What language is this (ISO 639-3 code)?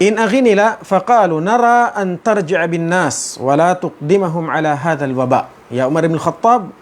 tsg